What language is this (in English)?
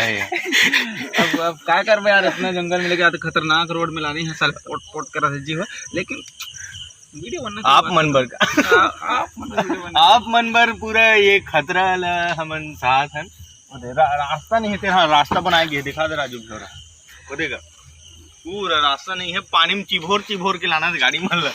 Chhattisgarhi